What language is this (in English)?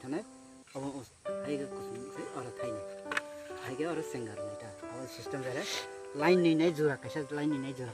Kok Borok